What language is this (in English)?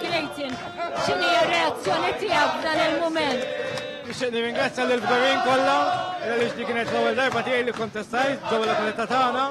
Maltese